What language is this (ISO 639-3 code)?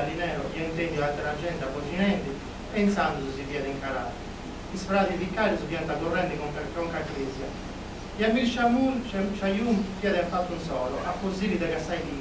srd